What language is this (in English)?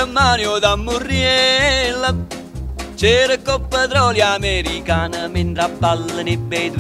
Italian